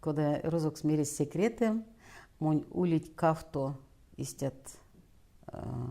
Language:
Erzya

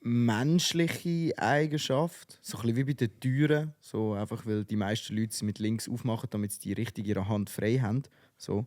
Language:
Swiss German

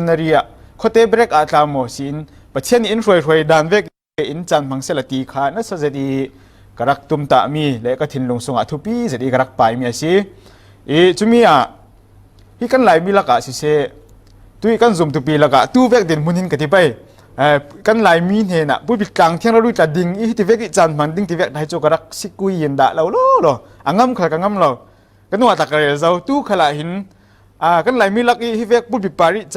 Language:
Falam Chin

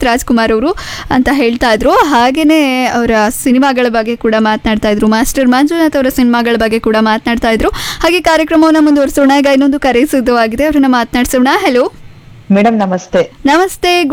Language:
Kannada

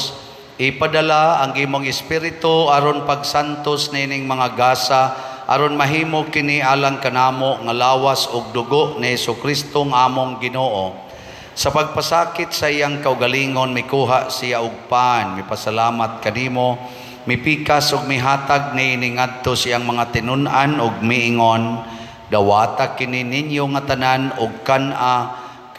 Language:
Cebuano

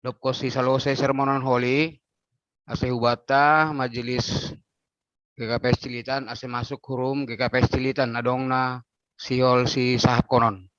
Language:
Batak Simalungun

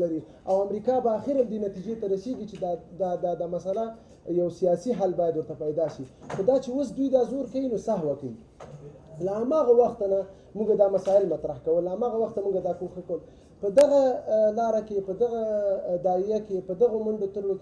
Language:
Pashto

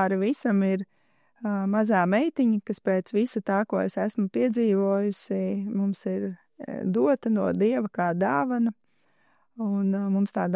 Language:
Latvian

